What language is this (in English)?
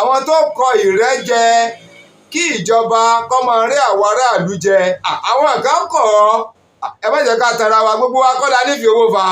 Yoruba